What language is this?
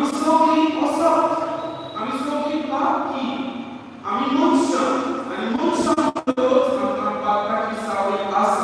Konkani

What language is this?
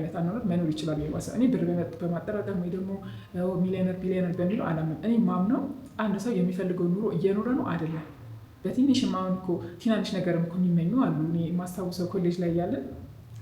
Amharic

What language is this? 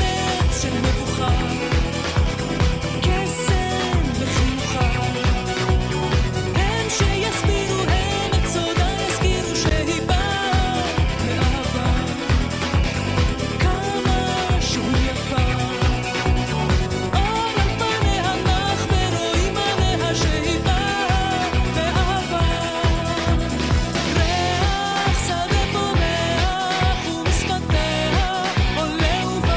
Hebrew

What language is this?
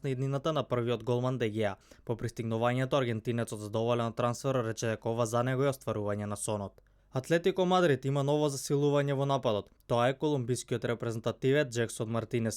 Macedonian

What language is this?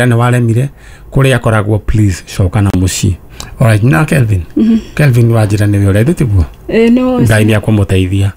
Kikuyu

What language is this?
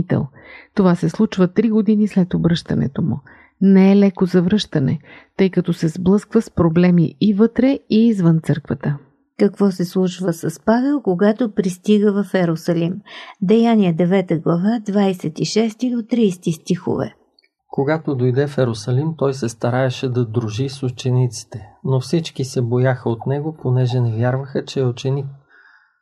Bulgarian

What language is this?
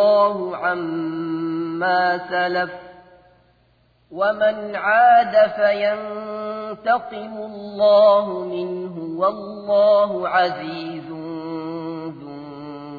Arabic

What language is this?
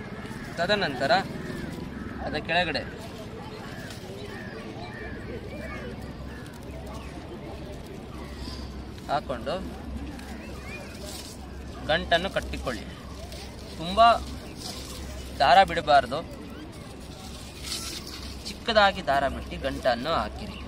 Kannada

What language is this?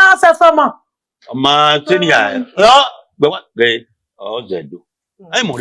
Bini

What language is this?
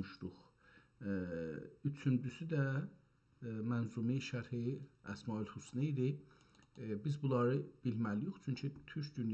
South Azerbaijani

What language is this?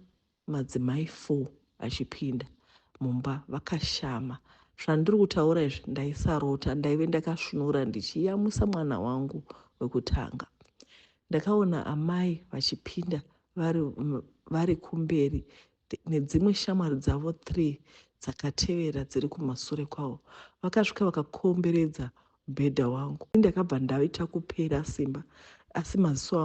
Shona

